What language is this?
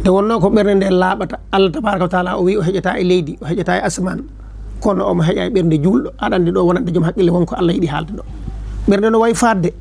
Fula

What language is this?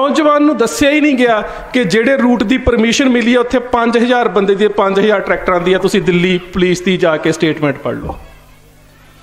Punjabi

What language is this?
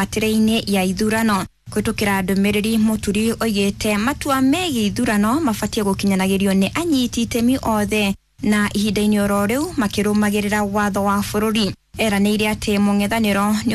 Kikuyu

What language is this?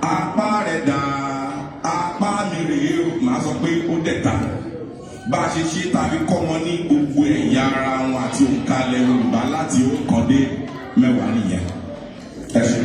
Yoruba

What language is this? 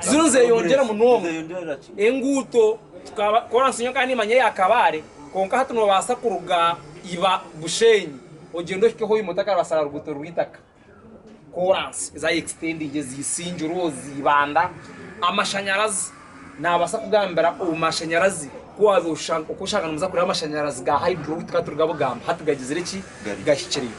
Nyankole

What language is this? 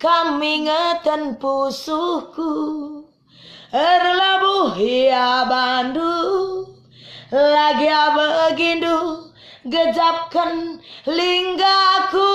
Batak Karo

